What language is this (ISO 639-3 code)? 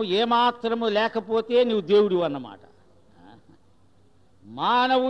tel